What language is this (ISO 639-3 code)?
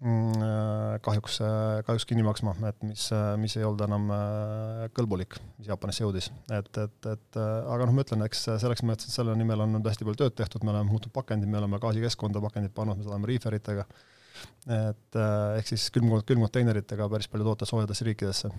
est